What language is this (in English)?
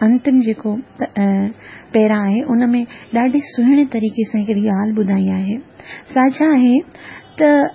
Sindhi